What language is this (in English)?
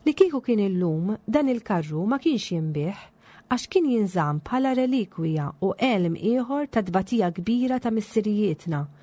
Maltese